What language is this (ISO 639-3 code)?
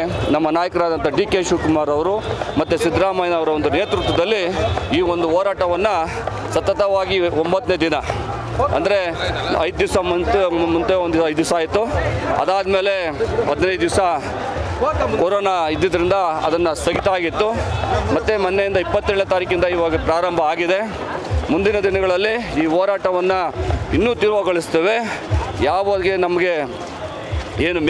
kan